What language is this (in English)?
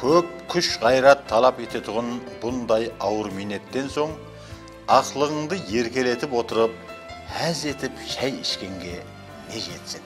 Kara-Kalpak